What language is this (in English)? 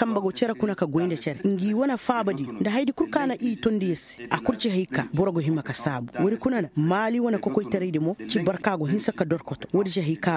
Koyraboro Senni